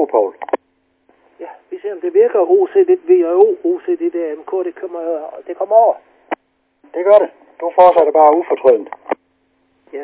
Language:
Danish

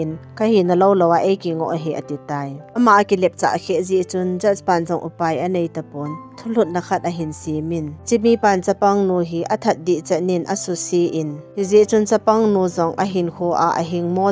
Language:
Thado Chin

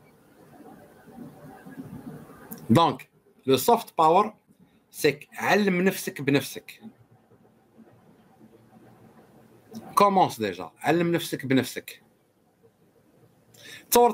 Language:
Algerian Arabic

